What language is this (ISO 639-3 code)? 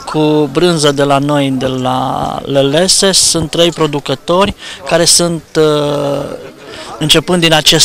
ron